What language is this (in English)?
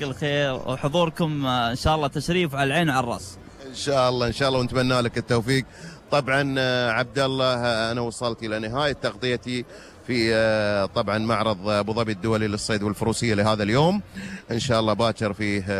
Gulf Arabic